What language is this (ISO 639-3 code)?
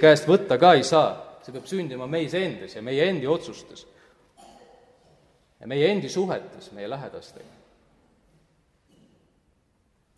est